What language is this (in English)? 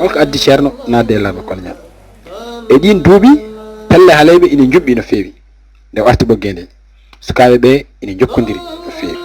Fula